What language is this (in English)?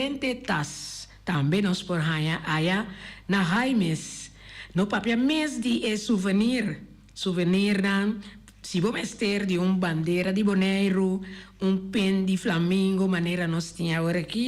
Papiamento